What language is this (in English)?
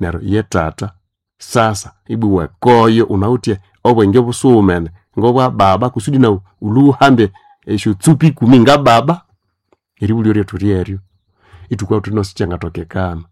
Nande